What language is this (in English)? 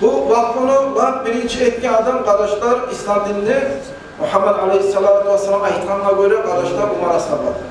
Kumyk